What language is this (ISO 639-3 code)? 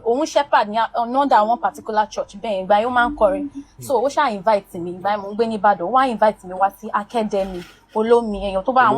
yor